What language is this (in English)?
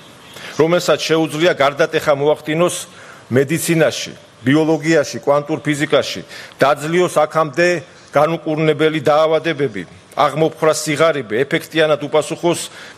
Georgian